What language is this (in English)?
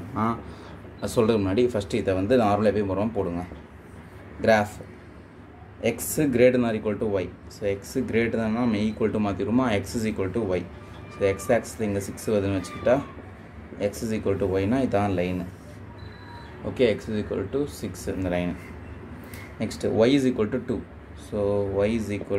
Tamil